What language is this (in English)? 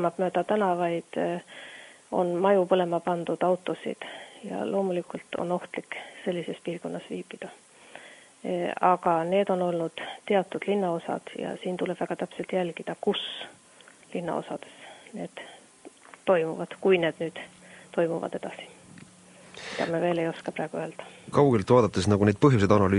Estonian